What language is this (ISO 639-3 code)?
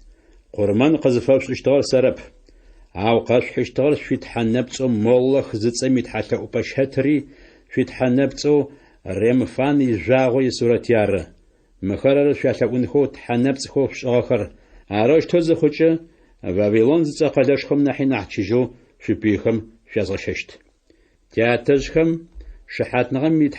ady